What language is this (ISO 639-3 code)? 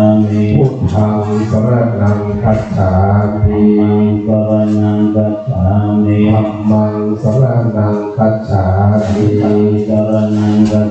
pli